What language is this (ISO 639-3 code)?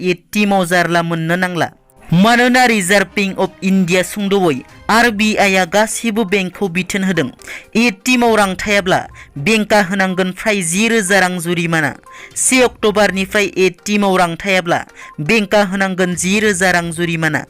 brx